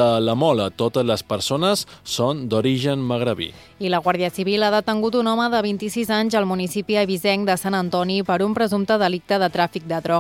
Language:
Catalan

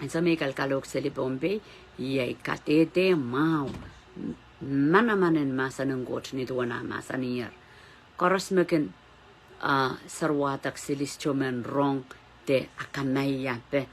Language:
Pohnpeian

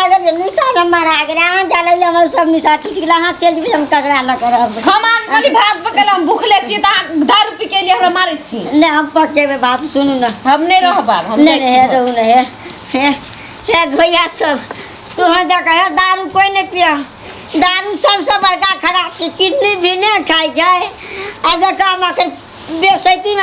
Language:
Maithili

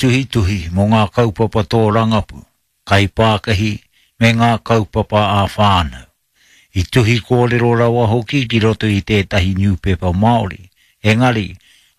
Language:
Māori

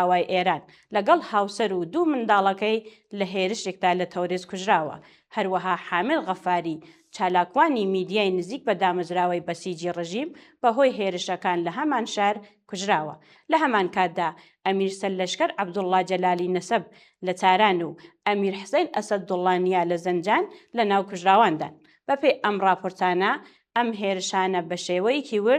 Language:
Central Kurdish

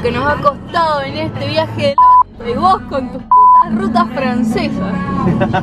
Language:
Spanish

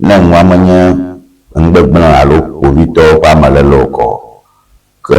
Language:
Ewe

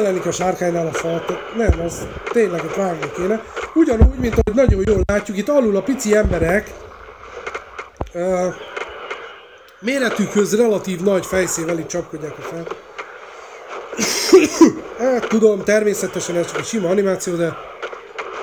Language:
Hungarian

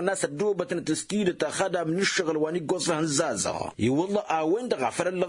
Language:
Tamasheq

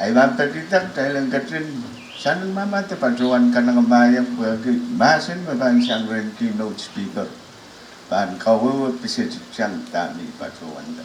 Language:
Pohnpeian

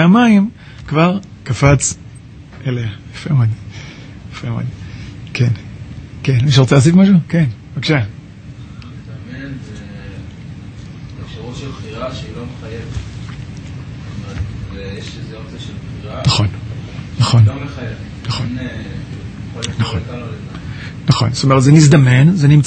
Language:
Hebrew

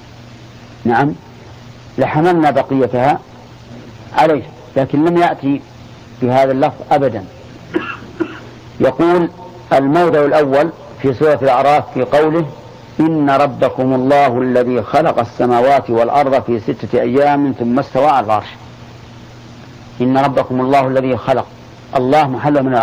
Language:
Arabic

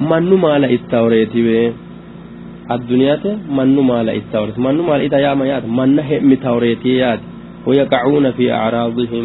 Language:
Sidamo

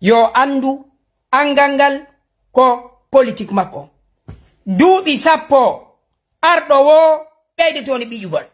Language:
Fula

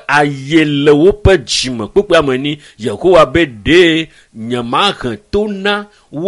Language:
Ewe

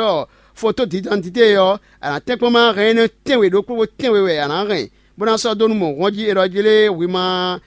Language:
Fon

